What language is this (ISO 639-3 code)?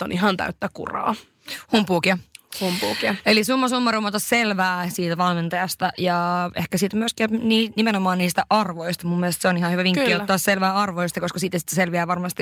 fin